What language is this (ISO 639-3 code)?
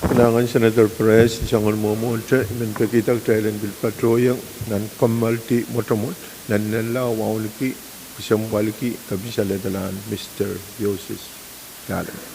pon